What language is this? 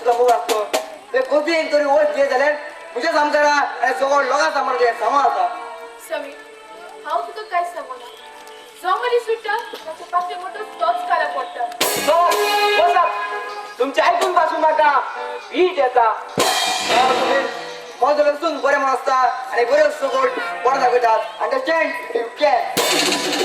Konkani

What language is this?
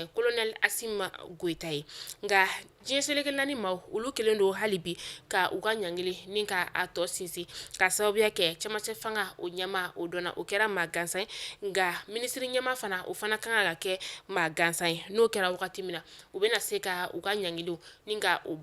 Bambara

